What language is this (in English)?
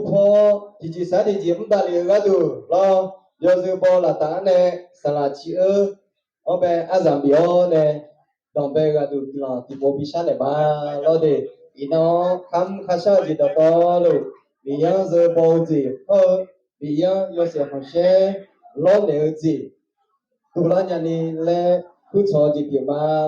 Akha